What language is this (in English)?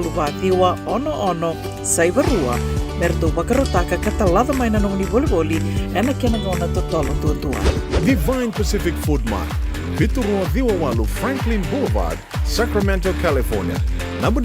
Fijian